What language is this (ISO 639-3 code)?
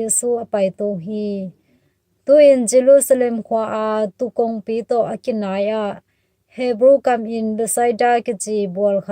ctd